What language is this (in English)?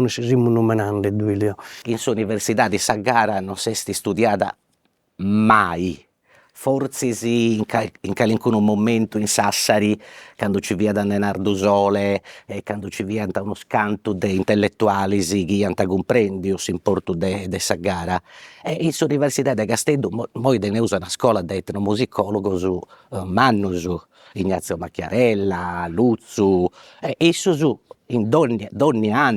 Sardinian